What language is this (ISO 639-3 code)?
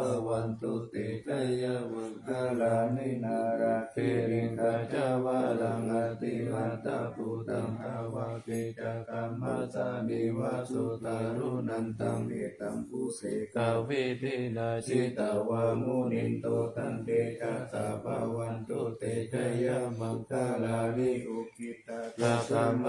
pli